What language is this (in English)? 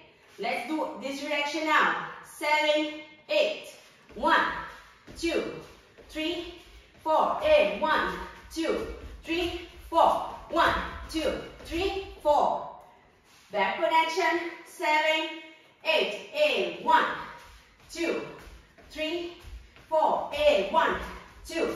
English